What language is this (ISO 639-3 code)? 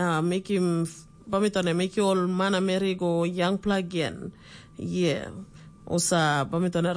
tpi